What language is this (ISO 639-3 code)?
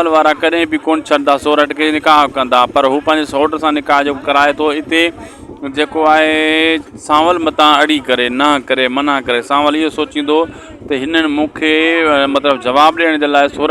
snd